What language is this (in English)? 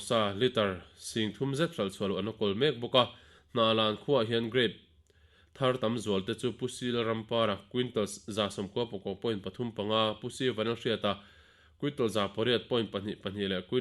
Mizo